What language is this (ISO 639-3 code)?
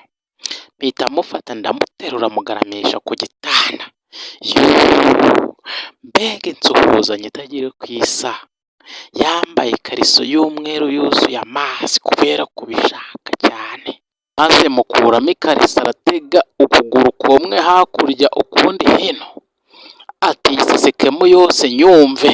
kin